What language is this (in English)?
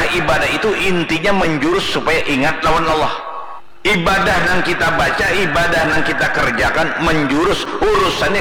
Banjar